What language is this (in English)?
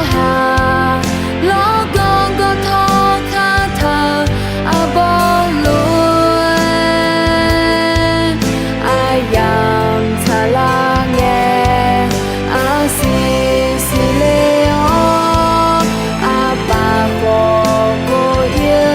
Akha